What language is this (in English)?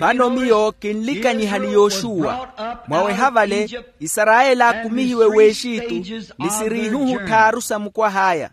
Makhuwa